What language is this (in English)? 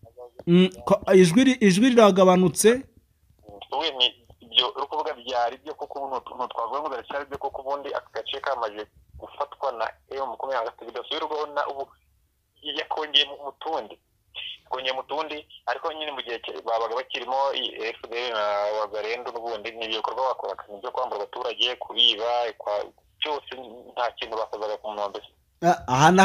Kinyarwanda